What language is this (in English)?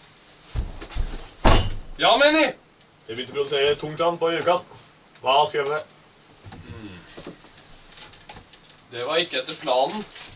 Norwegian